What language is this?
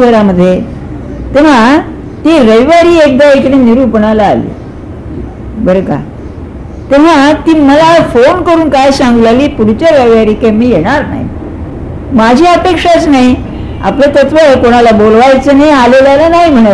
Marathi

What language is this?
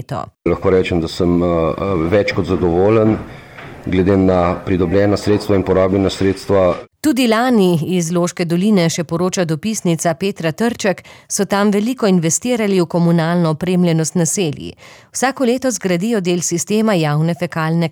Slovenian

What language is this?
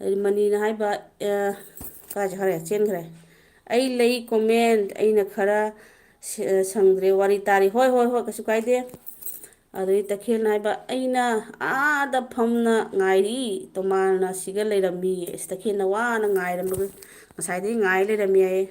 Manipuri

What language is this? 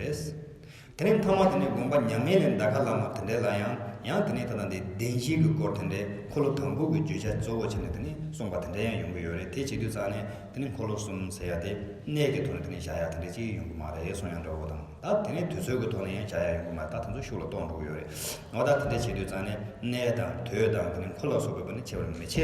Tibetan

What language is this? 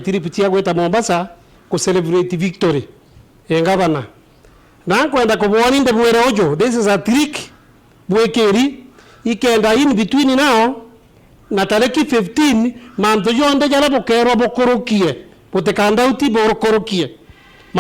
Meru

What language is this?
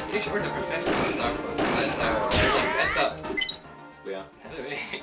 Faroese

